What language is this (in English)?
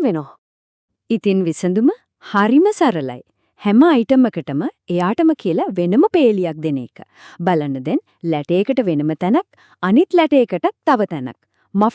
Sinhala